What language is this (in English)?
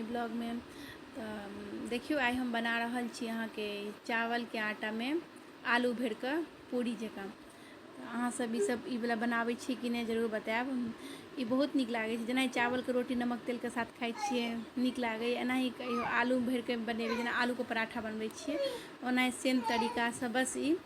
Maithili